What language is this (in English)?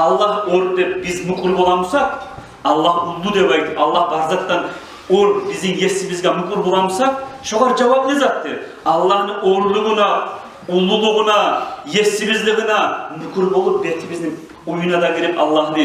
Kumyk